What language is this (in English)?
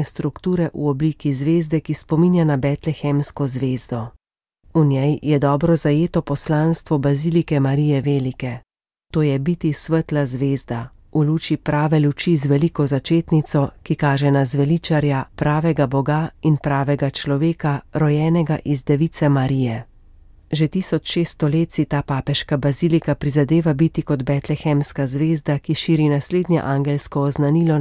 Slovenian